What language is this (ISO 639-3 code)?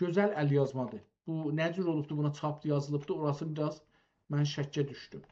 azb